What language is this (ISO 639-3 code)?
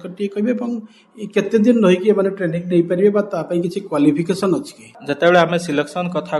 ori